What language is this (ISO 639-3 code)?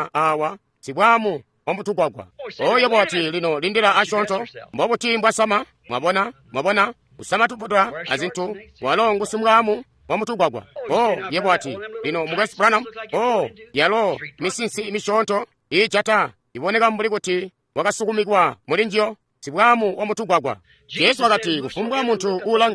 toi